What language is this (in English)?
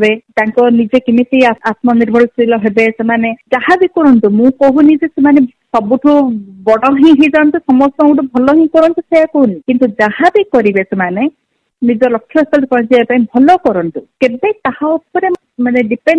Odia